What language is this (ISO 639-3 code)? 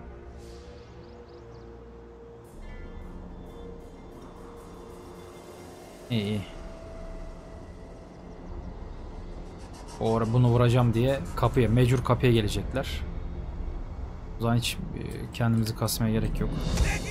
tur